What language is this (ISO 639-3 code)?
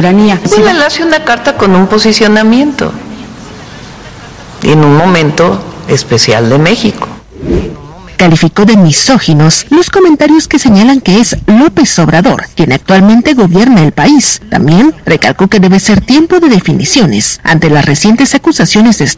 spa